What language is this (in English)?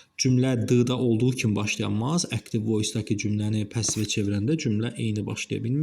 Azerbaijani